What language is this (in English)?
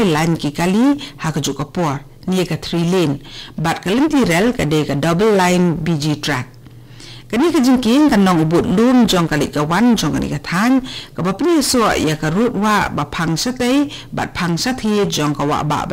Khasi